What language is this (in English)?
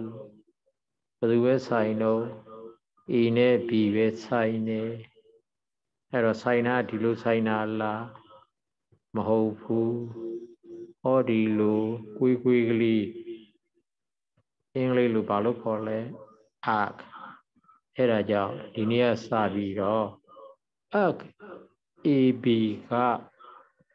Burmese